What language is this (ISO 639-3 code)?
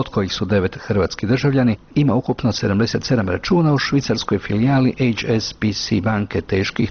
hrv